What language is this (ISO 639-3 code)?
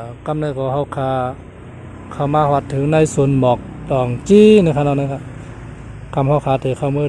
shn